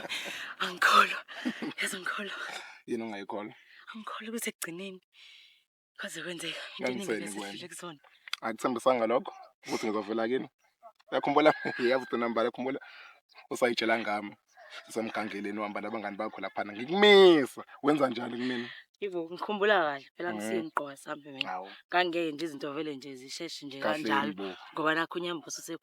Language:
Zulu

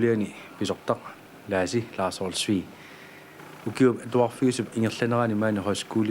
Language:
Kalaallisut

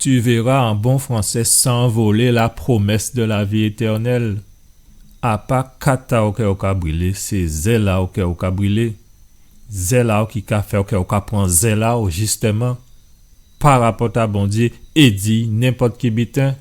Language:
Guadeloupean Creole French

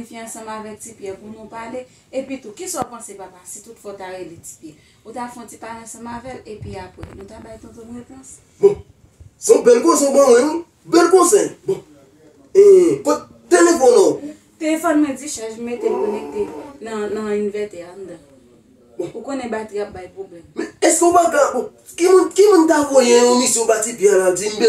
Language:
Haitian Creole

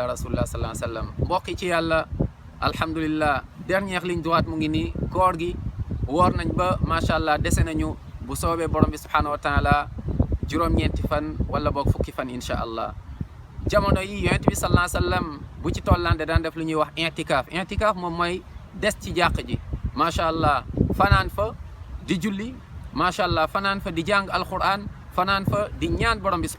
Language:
Wolof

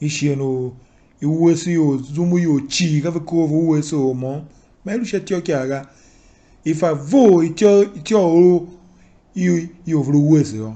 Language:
Tiv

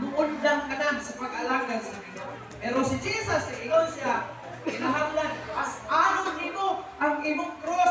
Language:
Cebuano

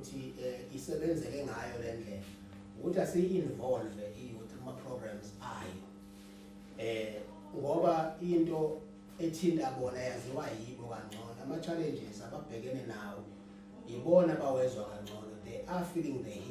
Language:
Zulu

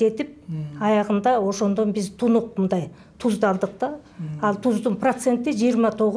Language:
Kyrgyz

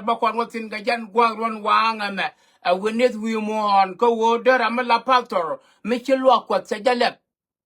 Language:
Nuer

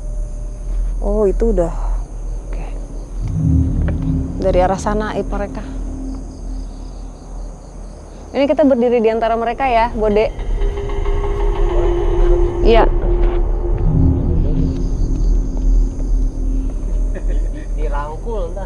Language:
Indonesian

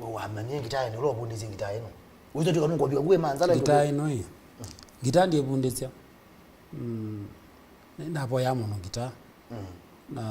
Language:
Kamba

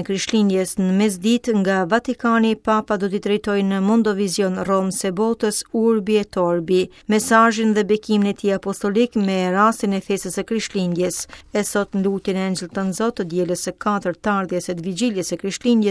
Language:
Albanian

